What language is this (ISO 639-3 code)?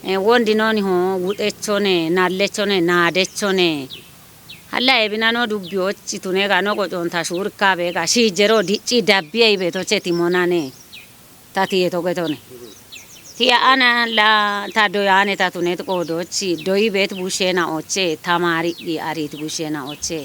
kbr